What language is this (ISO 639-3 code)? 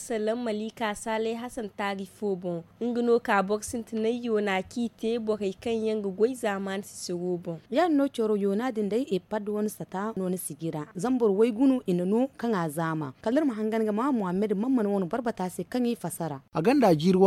dje